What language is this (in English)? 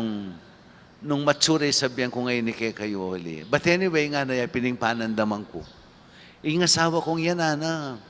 Pampanga